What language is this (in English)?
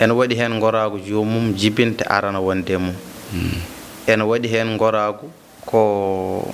Fula